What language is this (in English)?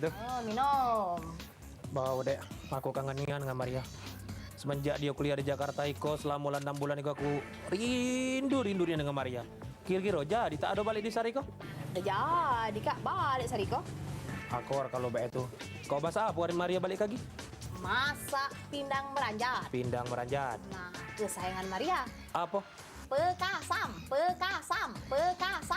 Musi